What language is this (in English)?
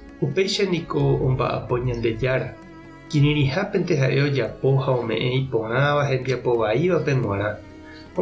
Guarani